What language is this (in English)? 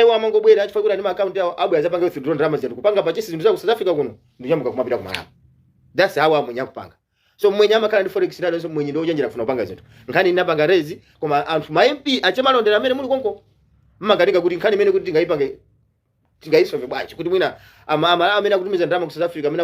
Nyanja